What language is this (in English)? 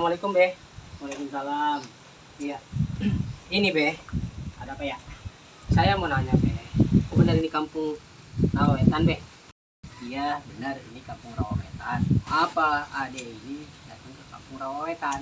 Betawi